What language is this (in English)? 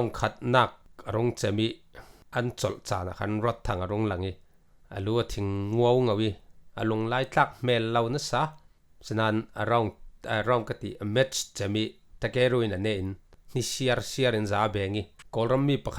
Falam Chin